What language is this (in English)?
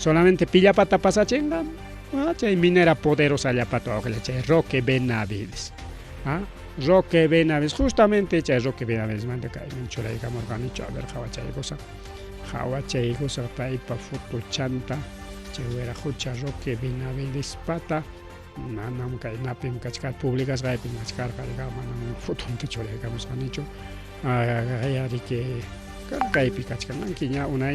Ayacucho Quechua